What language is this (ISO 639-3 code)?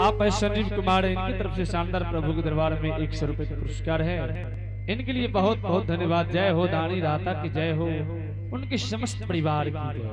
anp